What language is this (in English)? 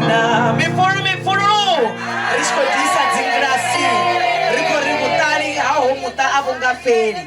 Venda